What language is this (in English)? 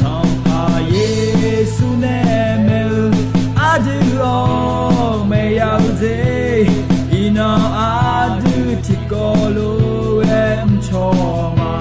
Akha